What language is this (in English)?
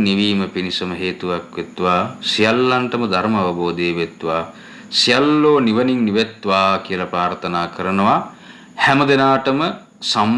Sinhala